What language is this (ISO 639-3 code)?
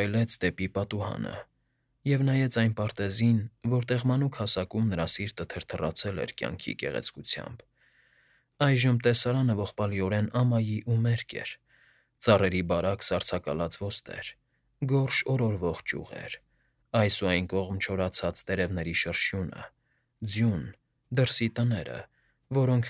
hye